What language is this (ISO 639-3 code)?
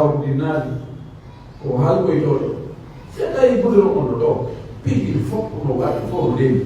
fuf